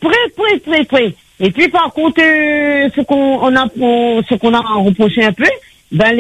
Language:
French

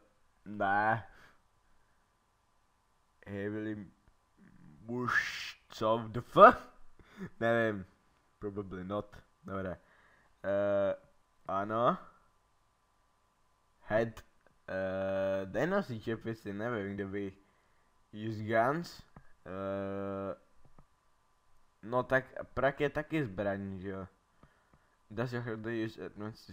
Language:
Czech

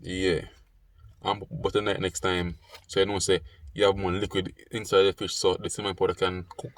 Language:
Jamaican Creole English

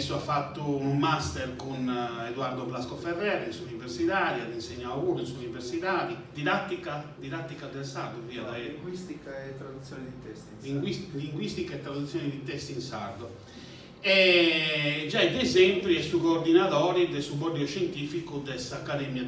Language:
Sardinian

